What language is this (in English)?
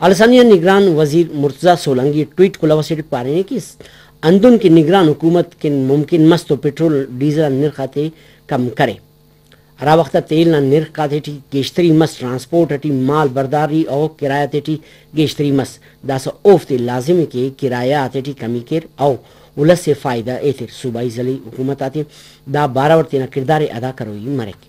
Brahui